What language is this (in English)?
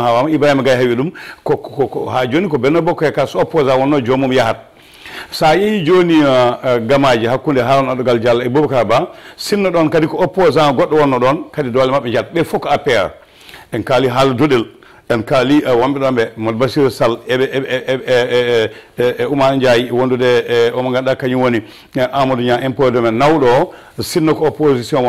Fula